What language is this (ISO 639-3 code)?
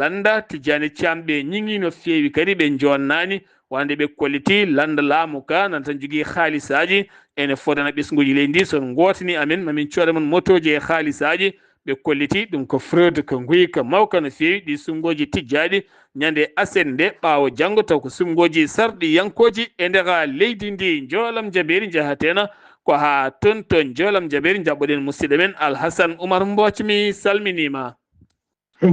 ful